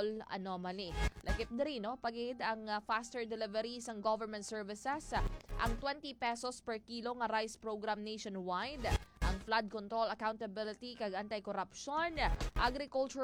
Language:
Hiligaynon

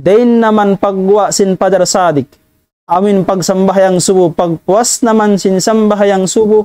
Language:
Tausug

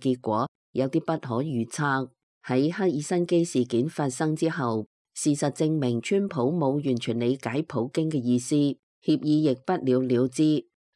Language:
Cantonese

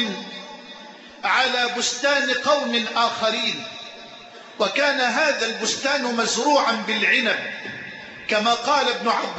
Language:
Arabic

